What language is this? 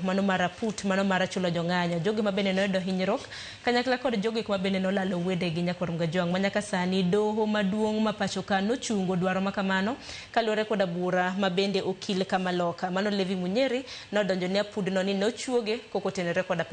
Luo (Kenya and Tanzania)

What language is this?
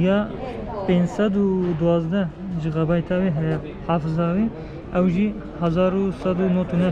Kurdish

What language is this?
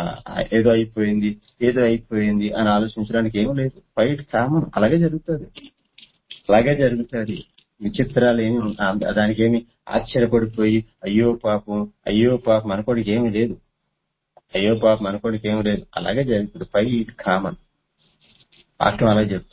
Telugu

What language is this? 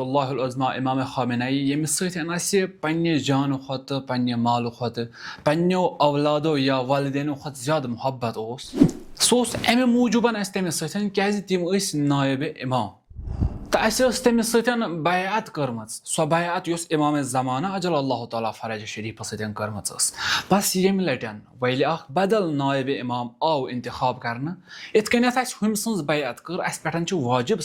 Kashmiri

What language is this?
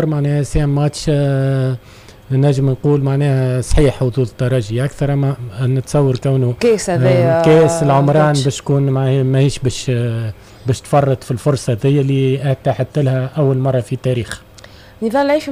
Tunisian Arabic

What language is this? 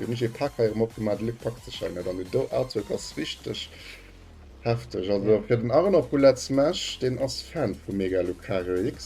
Luxembourgish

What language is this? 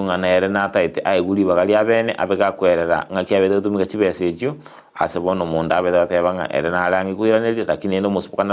Gusii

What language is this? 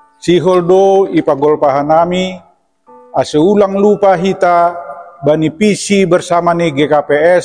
Batak Simalungun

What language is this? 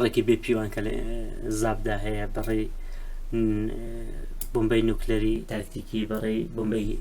Central Kurdish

